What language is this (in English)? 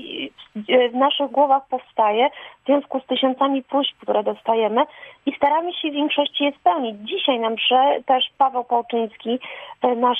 Polish